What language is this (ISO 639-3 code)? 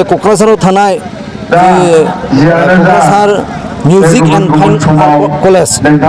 brx